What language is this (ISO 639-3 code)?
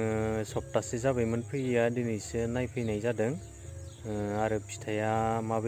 brx